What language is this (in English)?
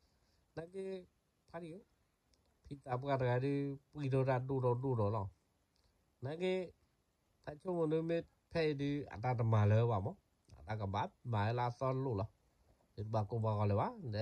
S'gaw Karen